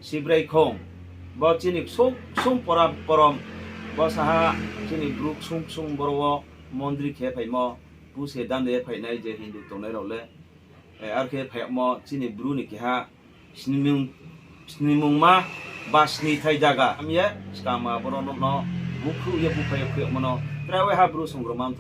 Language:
Riang (India)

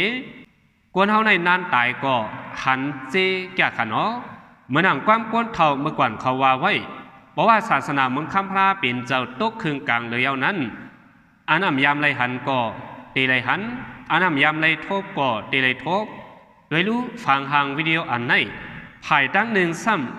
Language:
Shan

